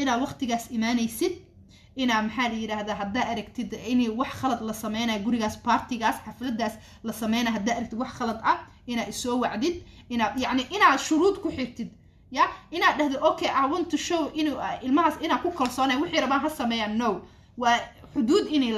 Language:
Somali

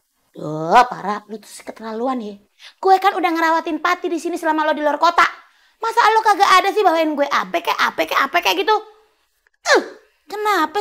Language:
Betawi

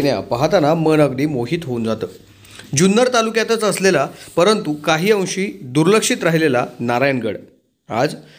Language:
Marathi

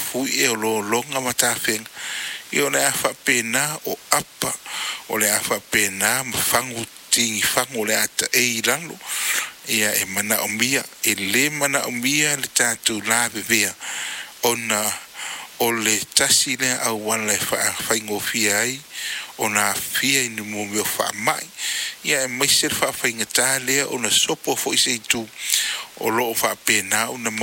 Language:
Samoan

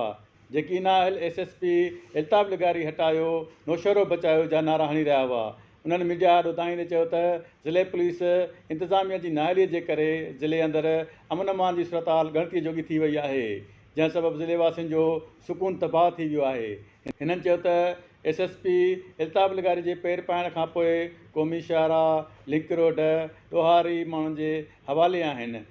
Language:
Sindhi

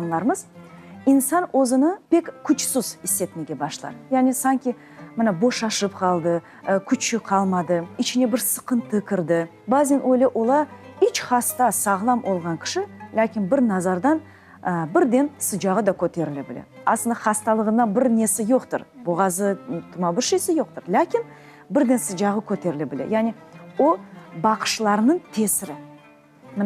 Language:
Crimean Tatar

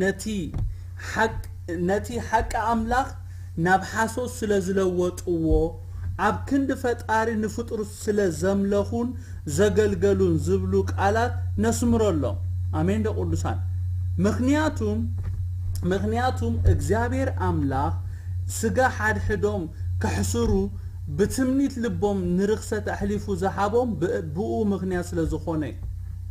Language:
Tigrinya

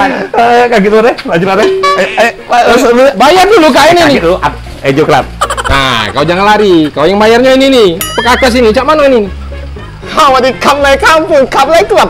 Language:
Musi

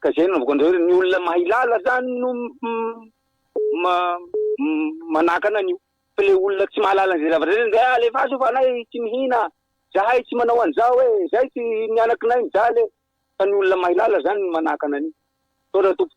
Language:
Malagasy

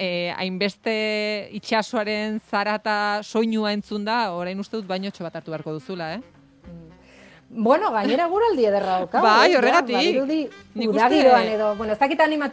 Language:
Basque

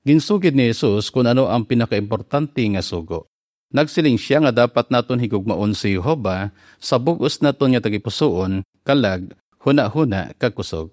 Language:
Hiligaynon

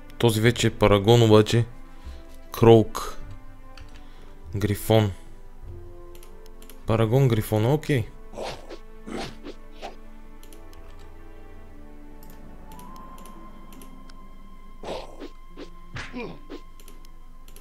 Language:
Bulgarian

